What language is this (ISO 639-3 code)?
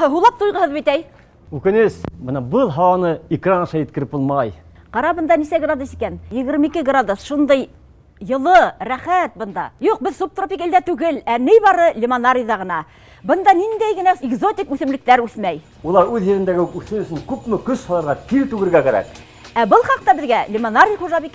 bak